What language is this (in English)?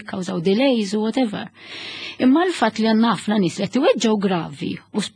Maltese